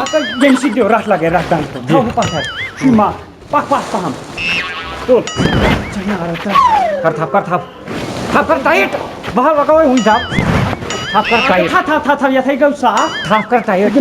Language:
Kashmiri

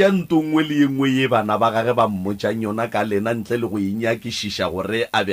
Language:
Northern Sotho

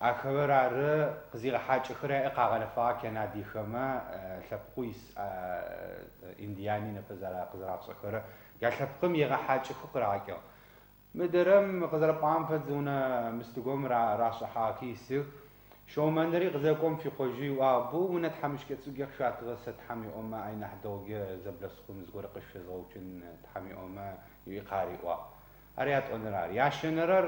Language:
Adyghe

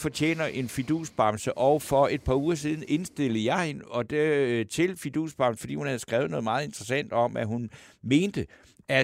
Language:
Danish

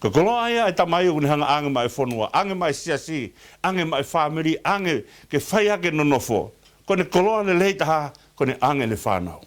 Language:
Tongan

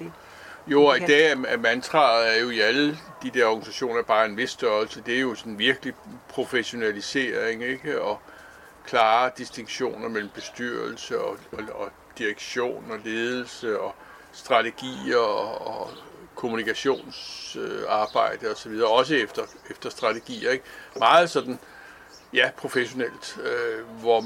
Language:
Danish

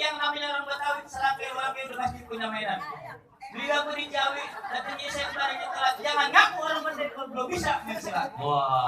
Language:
Betawi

